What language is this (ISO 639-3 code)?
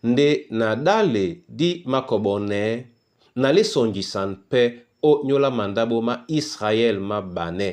dua